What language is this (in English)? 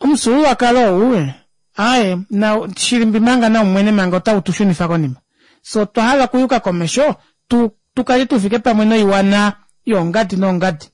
Kuanyama